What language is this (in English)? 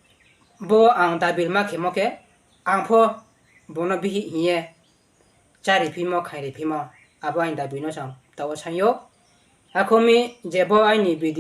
Riang (India)